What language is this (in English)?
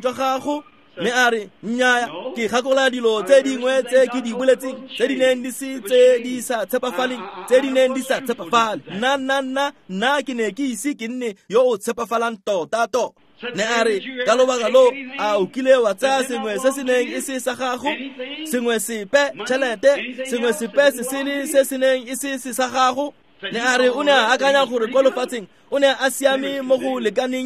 Tswana